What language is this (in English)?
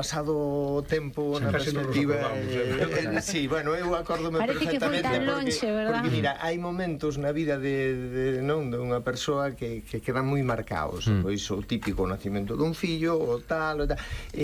Galician